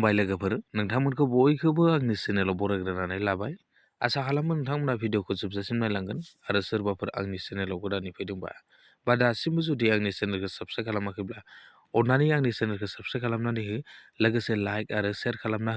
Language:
Bodo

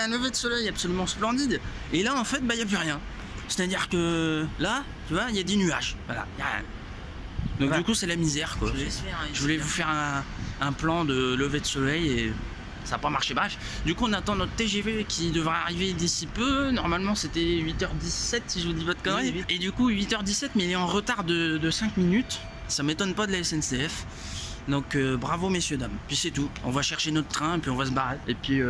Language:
French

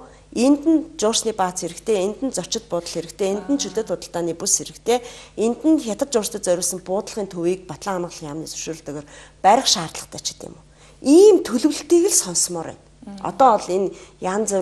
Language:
Mongolian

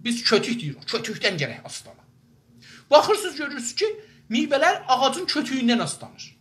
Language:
South Azerbaijani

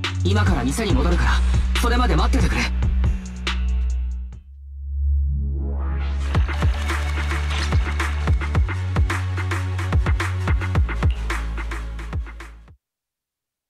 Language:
Japanese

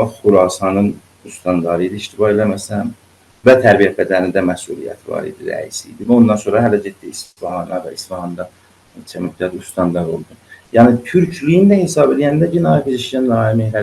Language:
South Azerbaijani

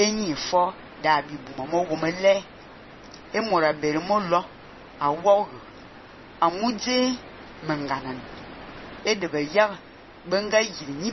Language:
Fang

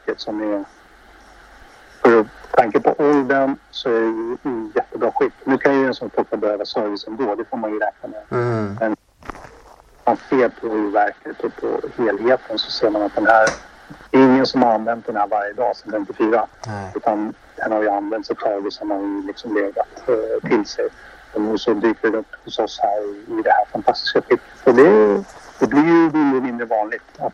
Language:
Swedish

